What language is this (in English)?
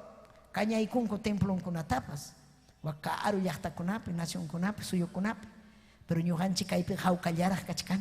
Ayacucho Quechua